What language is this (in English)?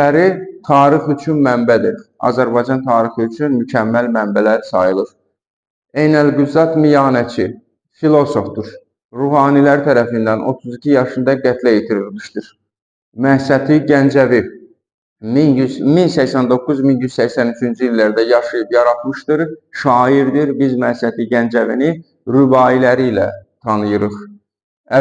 Azerbaijani